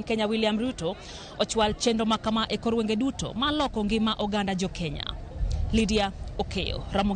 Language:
Luo (Kenya and Tanzania)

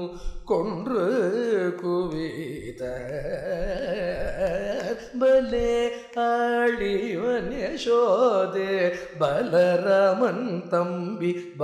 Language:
Tamil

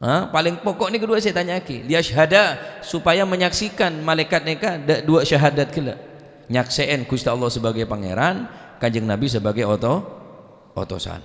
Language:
Madurese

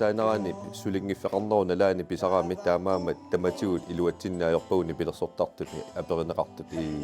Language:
Kalaallisut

